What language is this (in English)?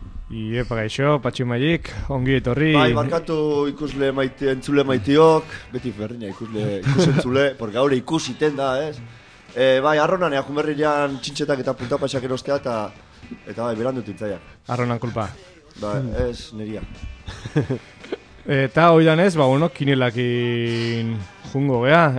Basque